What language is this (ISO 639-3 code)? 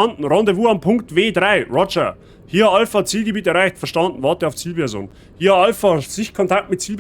bar